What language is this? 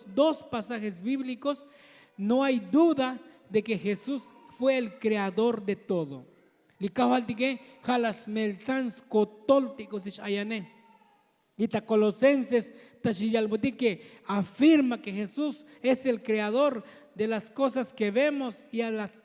Tzotzil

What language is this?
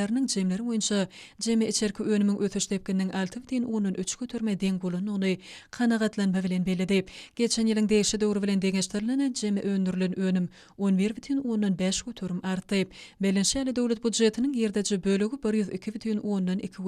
Turkmen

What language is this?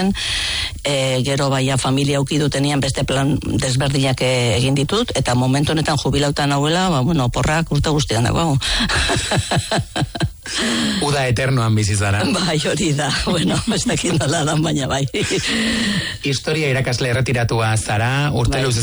Basque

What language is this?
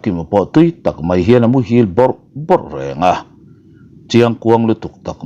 Mizo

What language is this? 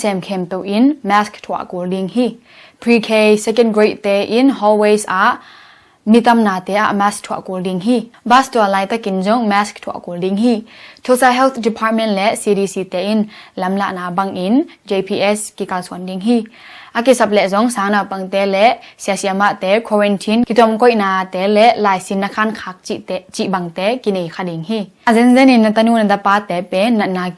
Tedim Chin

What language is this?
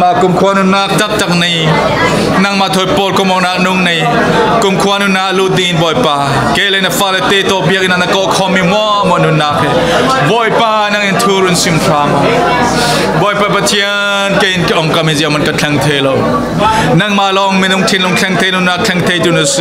Falam Chin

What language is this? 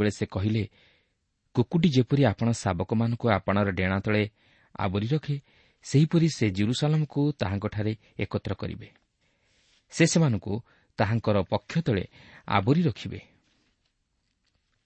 Odia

